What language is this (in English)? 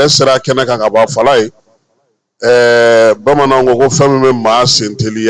Bambara